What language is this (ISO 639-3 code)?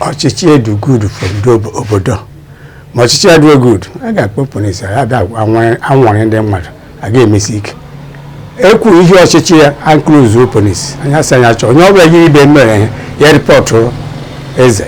ibo